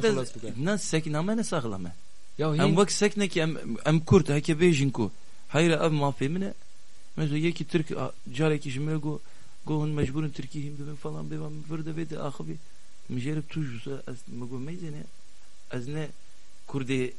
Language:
Kurdish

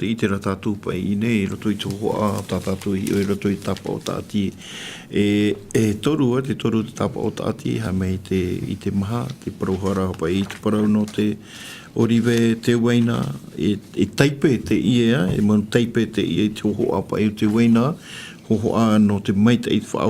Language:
Tahitian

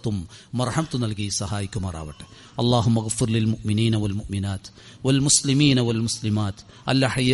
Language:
Malayalam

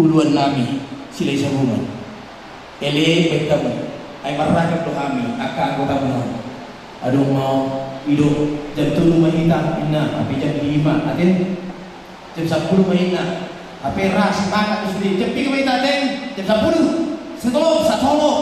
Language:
Batak Toba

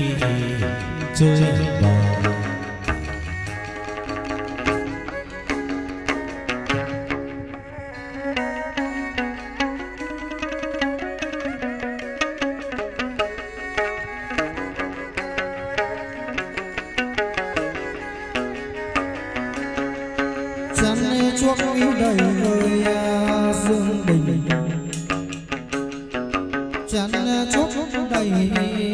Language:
Vietnamese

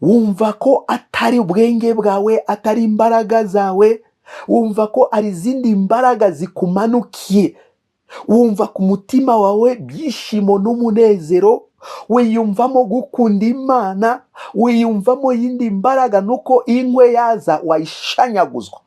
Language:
Kinyarwanda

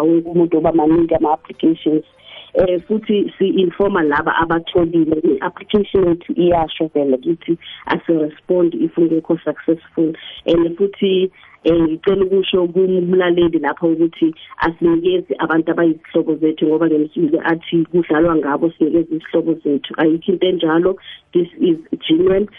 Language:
South Ndebele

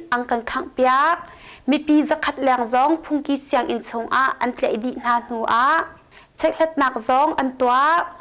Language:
Hakha Chin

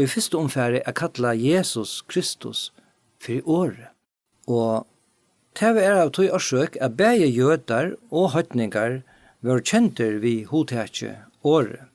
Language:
Faroese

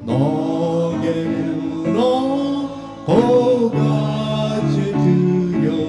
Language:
Lahu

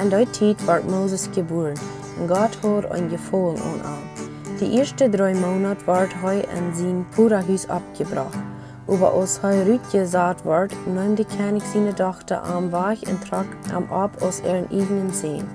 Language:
Plautdietsch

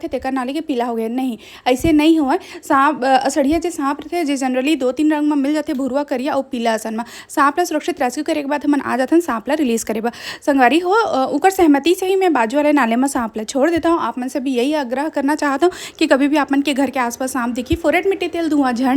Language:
Chhattisgarhi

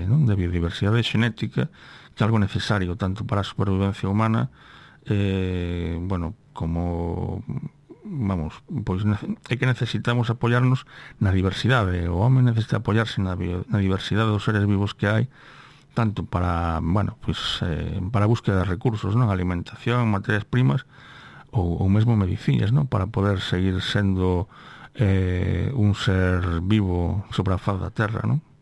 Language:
Galician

